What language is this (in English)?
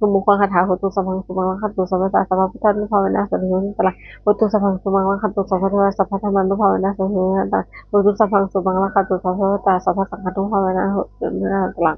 Pali